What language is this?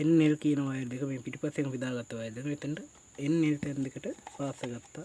Sinhala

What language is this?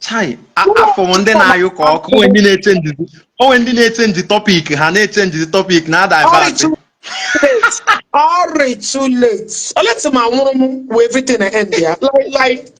Igbo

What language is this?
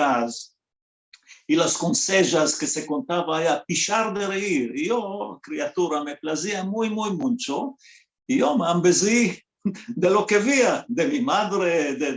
Ladino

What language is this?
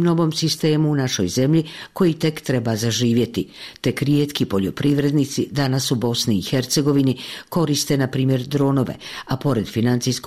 Bosnian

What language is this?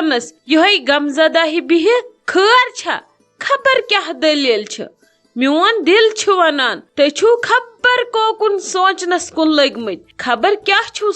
Kashmiri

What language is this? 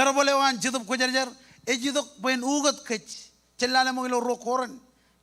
Marshallese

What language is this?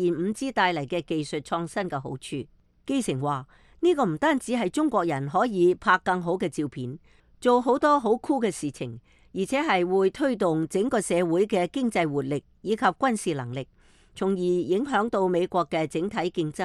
Cantonese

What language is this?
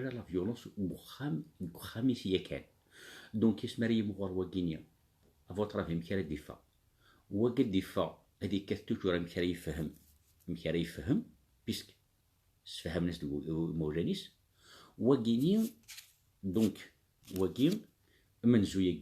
Kabyle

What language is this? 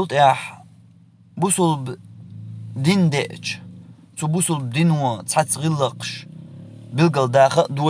Chechen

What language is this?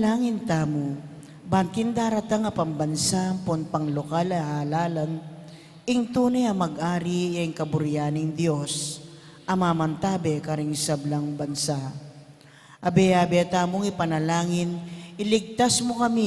Pampanga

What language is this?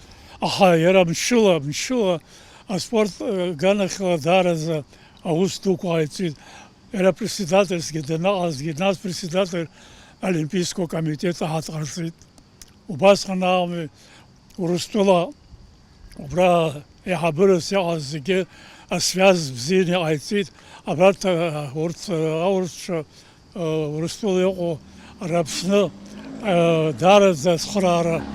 Abkhazian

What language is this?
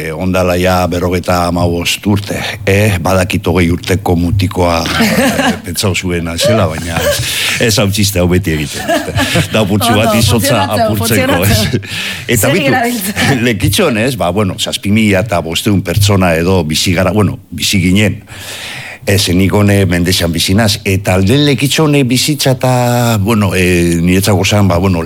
Basque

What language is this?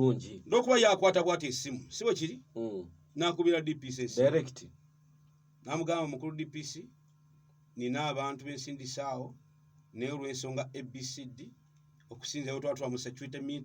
Ganda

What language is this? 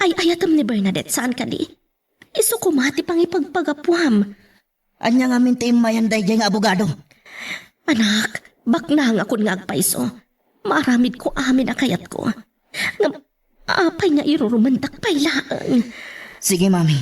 Iloko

